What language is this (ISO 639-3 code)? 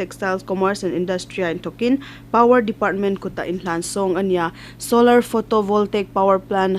hmr